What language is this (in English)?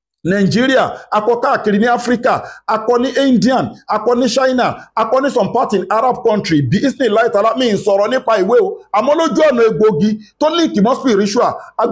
Yoruba